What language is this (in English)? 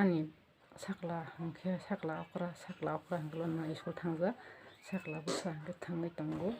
Kok Borok